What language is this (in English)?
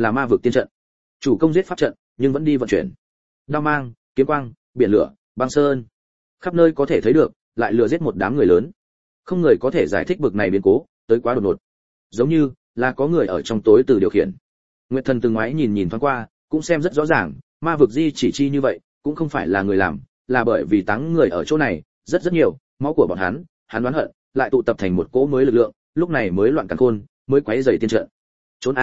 Vietnamese